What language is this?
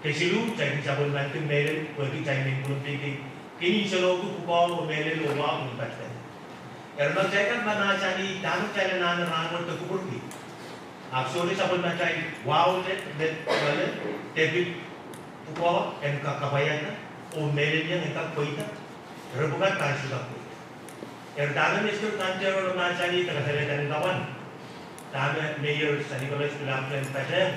Pohnpeian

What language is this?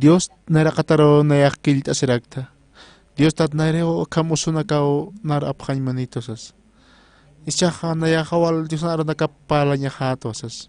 Aymara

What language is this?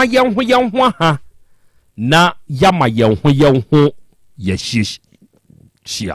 Akan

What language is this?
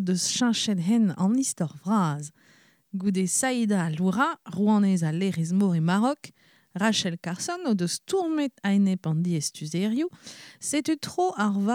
Breton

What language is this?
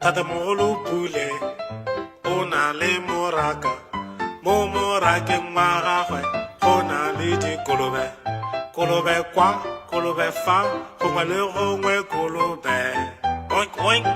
Tswana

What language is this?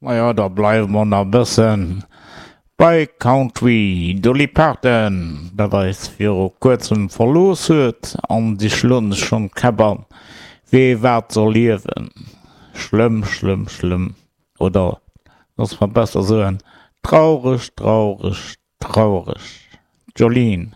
Luxembourgish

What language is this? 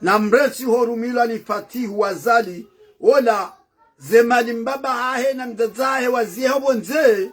Ngazidja Comorian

